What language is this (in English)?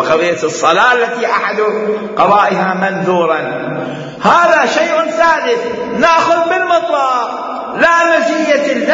Mesopotamian Arabic